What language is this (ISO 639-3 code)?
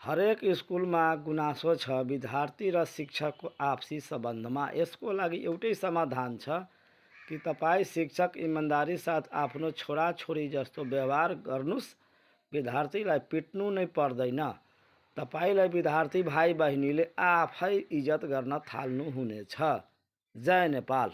nep